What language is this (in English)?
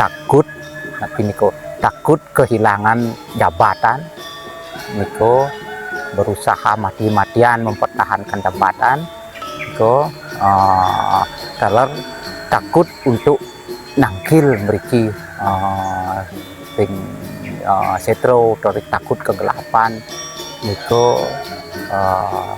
Balinese